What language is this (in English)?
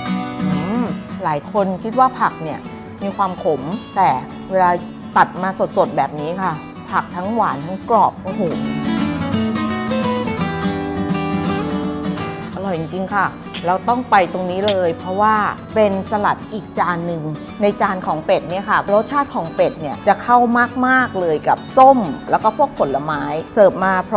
Thai